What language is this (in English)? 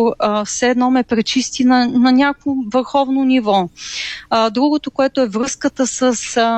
Bulgarian